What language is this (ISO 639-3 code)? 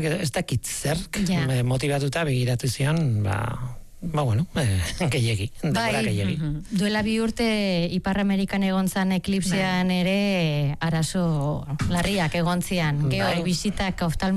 eus